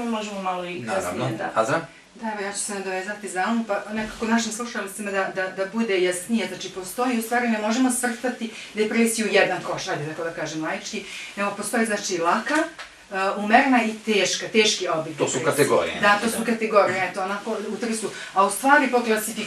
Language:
Bosnian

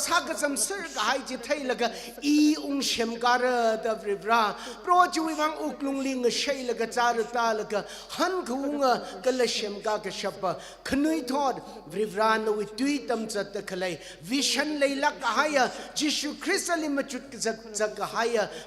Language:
Tangkhul Naga (India)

